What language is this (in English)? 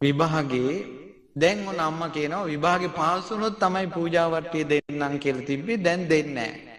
Sinhala